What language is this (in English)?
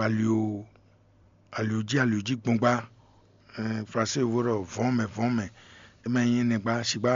Fon